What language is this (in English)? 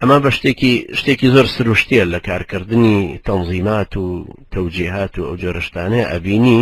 Central Kurdish